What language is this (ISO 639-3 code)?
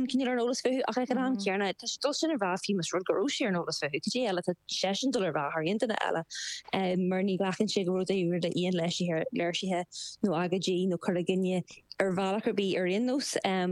gle